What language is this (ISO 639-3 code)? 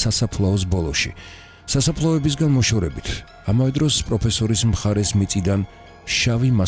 kat